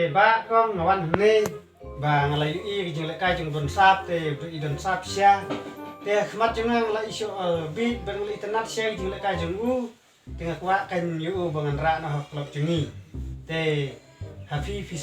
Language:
Khasi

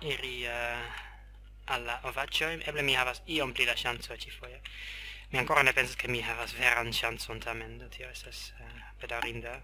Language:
Esperanto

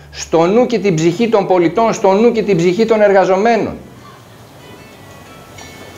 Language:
Greek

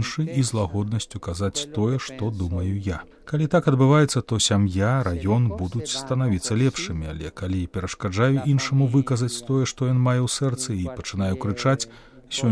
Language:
Belarusian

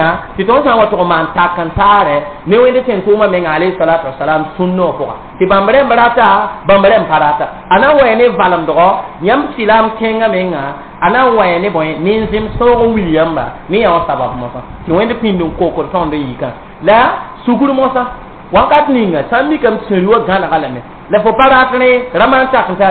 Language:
Mossi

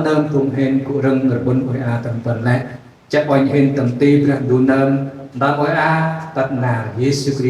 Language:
Central Mnong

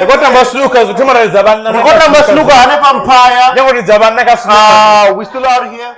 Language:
Venda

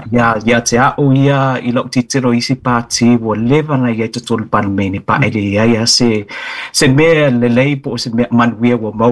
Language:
Samoan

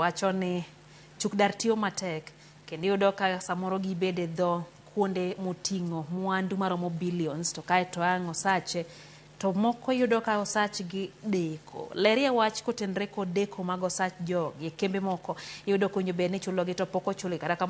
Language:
Luo (Kenya and Tanzania)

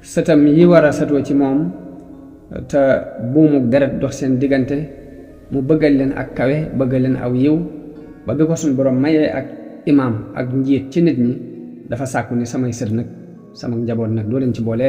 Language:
Wolof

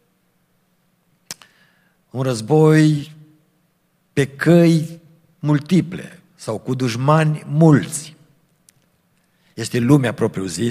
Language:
Romanian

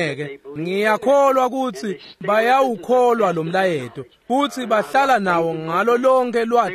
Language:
Swati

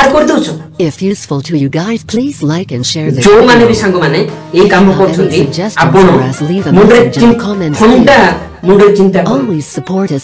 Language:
Odia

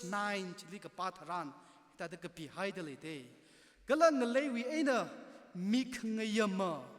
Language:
Tangkhul Naga (India)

